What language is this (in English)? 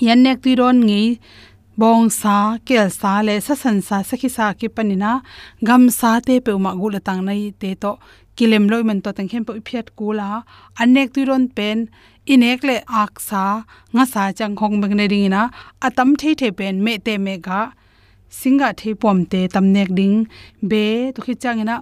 Tedim Chin